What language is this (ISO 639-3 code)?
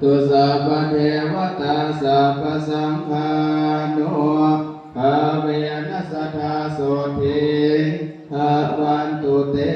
pli